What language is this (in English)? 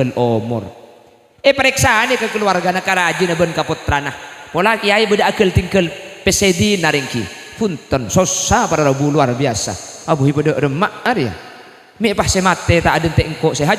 Madurese